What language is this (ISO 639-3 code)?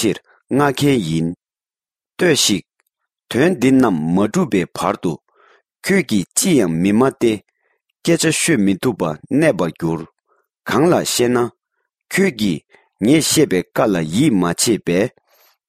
bod